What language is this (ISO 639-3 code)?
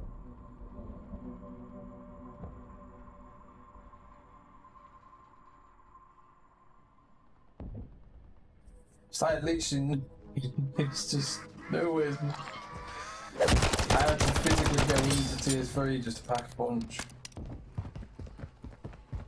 eng